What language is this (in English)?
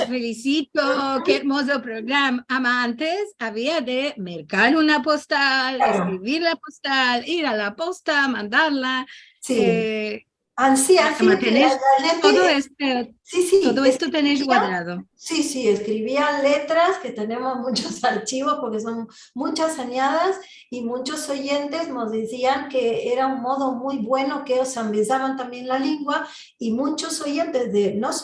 Ladino